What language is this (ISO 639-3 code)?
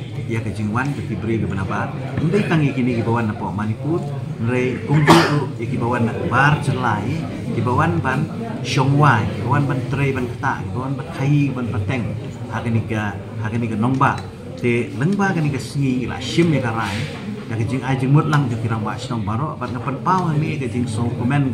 kha